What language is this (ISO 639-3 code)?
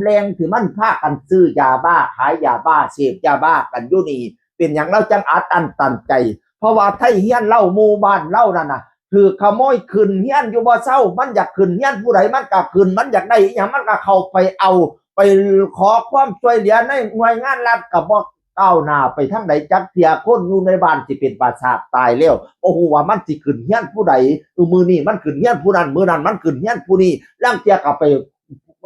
tts